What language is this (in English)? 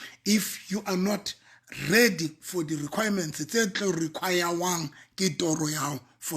Southern Sotho